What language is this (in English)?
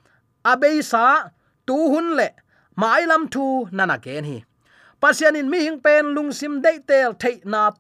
Tedim Chin